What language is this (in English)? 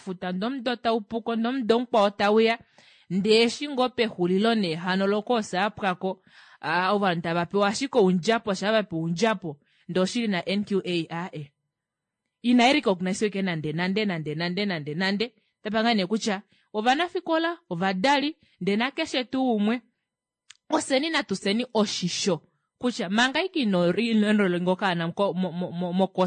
Kuanyama